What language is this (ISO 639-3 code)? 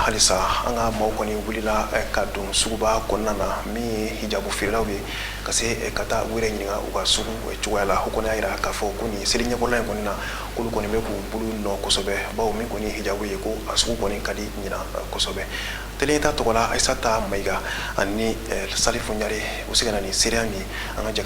bam